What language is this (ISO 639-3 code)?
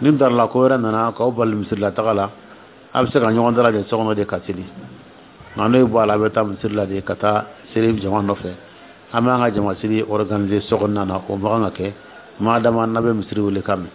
dyu